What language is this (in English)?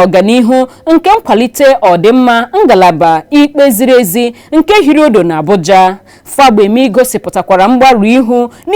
Igbo